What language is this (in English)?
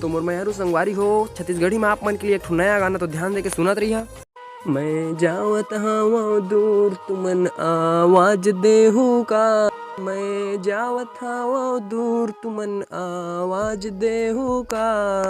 Chhattisgarhi